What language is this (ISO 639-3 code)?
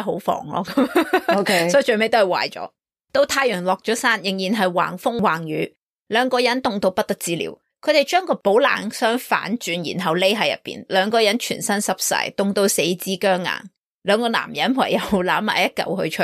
yue